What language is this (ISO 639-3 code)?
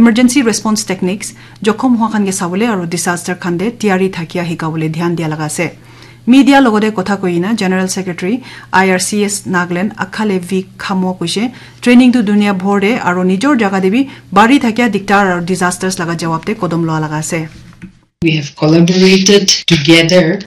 nag